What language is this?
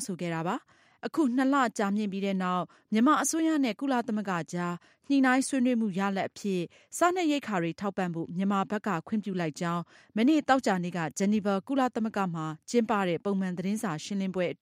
Burmese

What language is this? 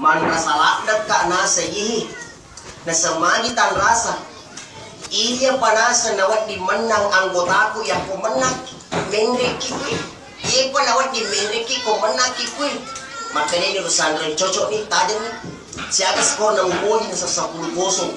Buginese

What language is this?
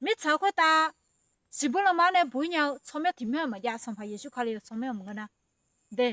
Akha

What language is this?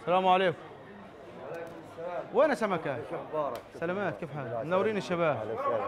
North Levantine Arabic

